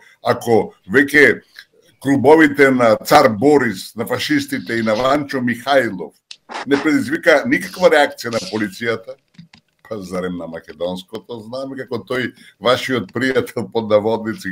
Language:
Macedonian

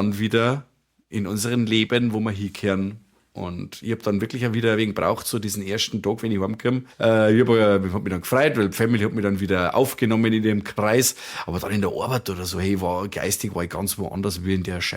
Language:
Bavarian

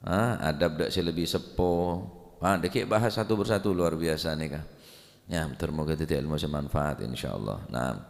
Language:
Madurese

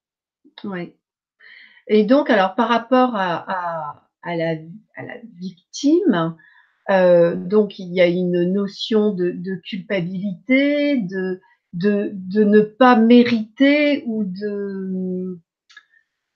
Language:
French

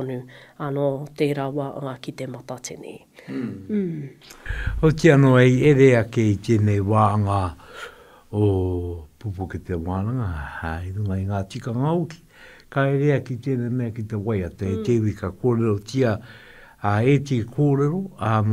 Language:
Māori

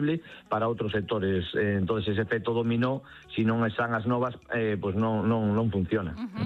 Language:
Galician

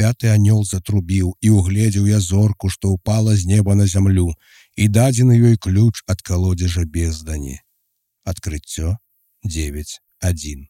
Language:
Belarusian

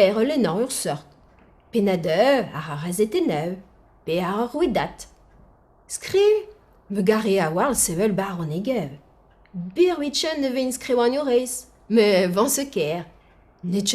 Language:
Breton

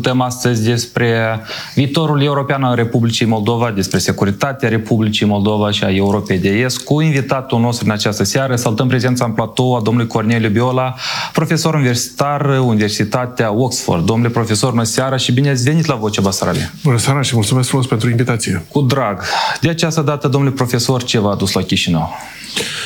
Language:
Romanian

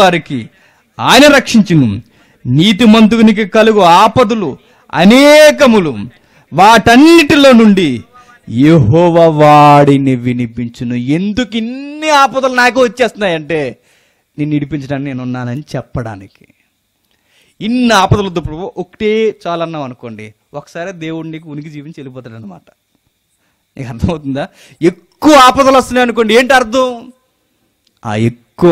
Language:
Telugu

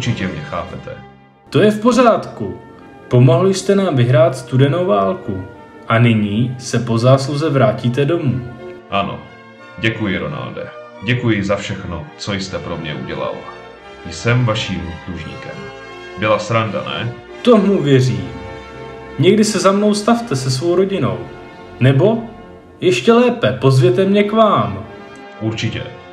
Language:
Czech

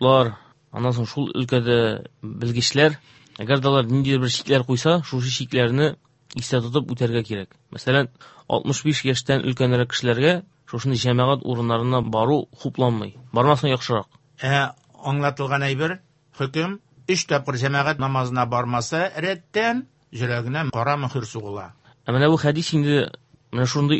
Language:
Tatar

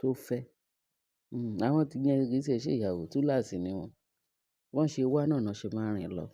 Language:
Yoruba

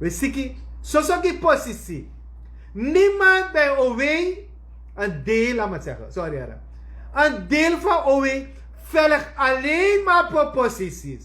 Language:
Sranan Tongo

